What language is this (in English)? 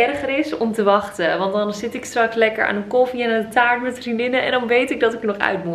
Dutch